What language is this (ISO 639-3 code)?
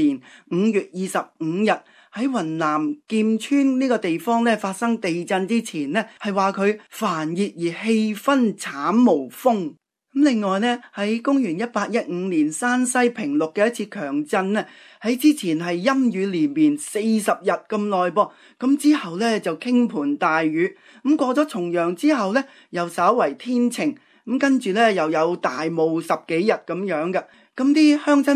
yue